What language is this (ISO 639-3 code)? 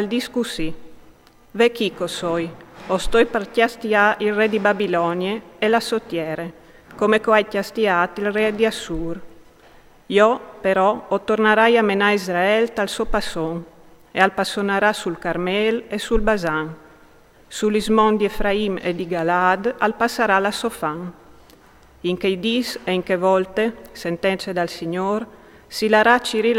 fur